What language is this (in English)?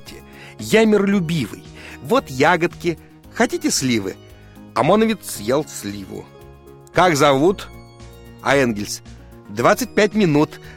Russian